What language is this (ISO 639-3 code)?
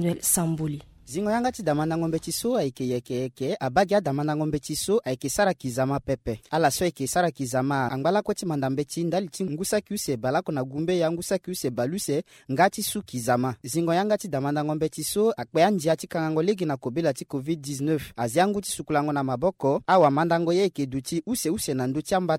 sag